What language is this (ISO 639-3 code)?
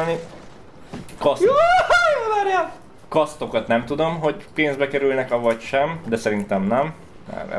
hun